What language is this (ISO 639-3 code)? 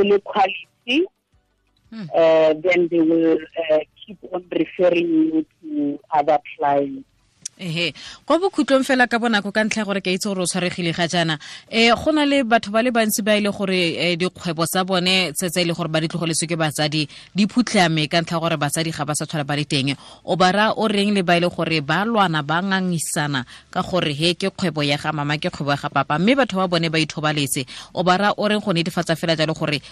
tsn